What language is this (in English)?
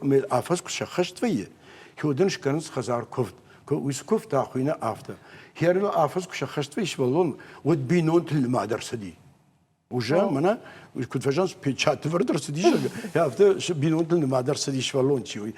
Ossetic